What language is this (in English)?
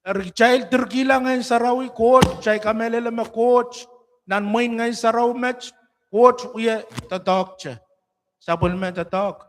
Pohnpeian